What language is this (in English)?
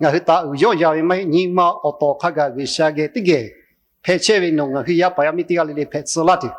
Lahu